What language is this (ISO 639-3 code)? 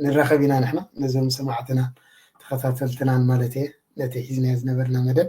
tir